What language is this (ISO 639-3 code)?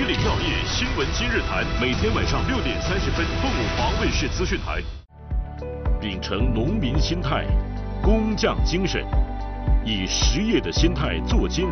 zho